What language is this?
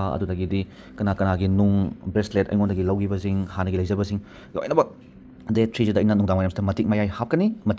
Manipuri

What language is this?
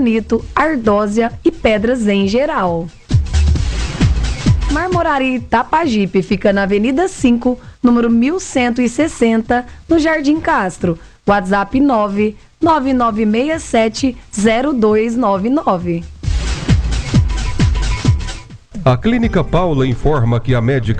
Portuguese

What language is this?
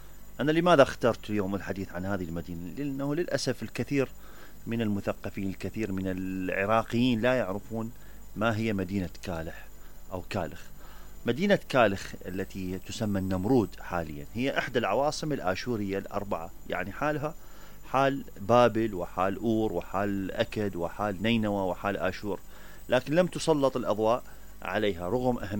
Mesopotamian Arabic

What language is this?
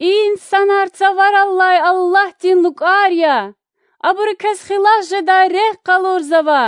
Lezghian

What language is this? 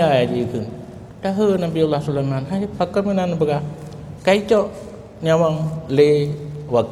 Achinese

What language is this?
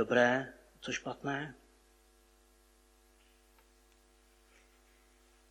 Czech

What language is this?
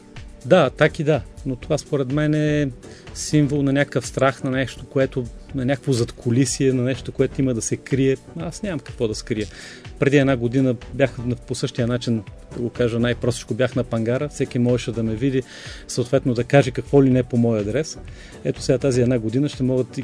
Bulgarian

